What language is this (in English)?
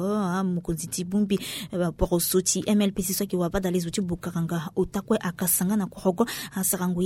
Sango